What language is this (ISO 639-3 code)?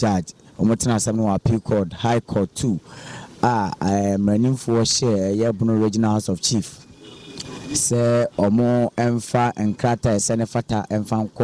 aka